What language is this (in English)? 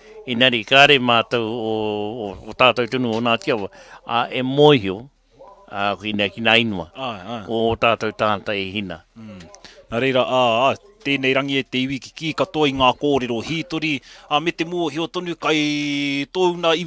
Māori